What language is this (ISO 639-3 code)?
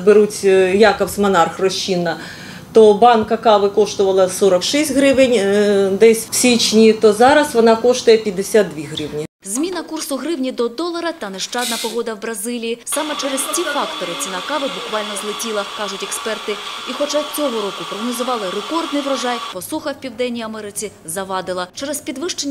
ukr